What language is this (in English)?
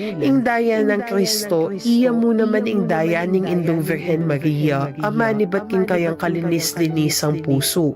Pampanga